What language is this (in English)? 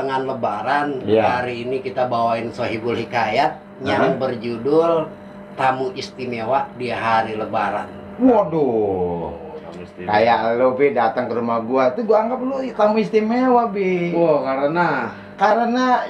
Betawi